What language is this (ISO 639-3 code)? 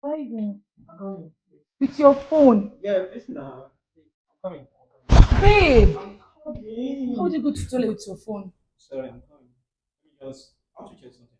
pcm